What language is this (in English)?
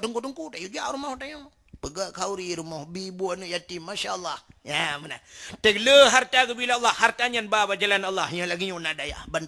Achinese